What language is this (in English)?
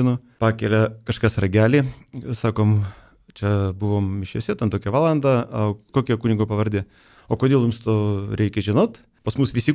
Lithuanian